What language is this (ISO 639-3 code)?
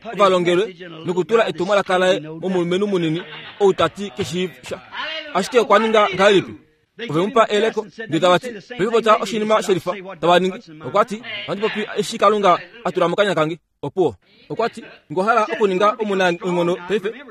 kua